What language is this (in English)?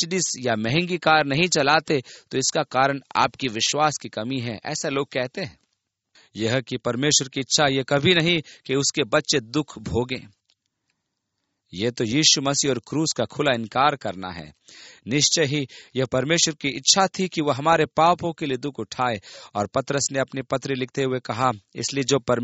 Hindi